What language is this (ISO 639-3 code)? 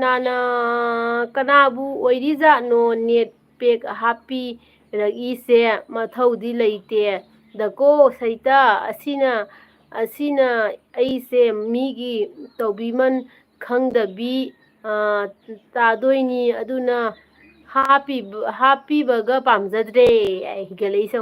mni